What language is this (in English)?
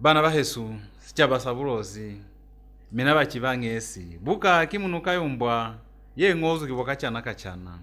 Lozi